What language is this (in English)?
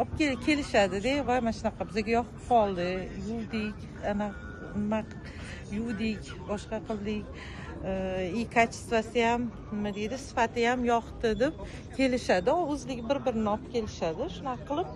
Uzbek